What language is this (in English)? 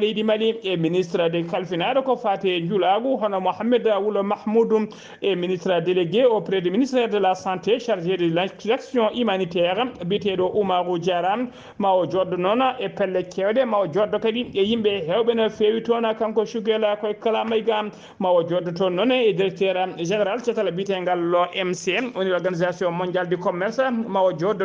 Fula